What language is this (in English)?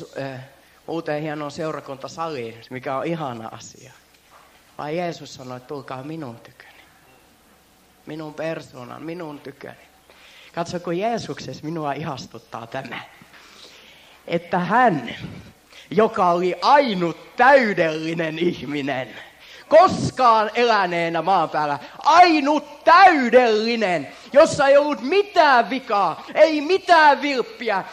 Finnish